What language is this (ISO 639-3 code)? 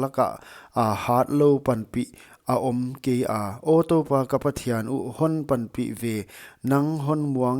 pck